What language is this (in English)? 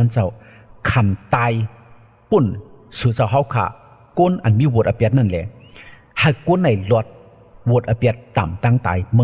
Shan